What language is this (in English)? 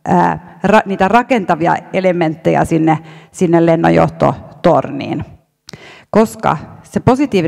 Finnish